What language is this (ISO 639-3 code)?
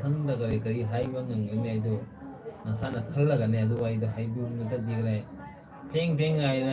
mni